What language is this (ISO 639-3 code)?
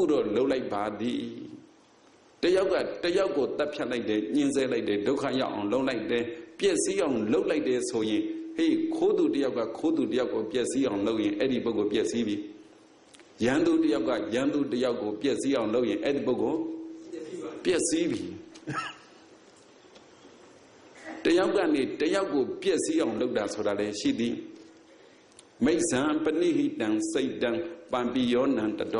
mya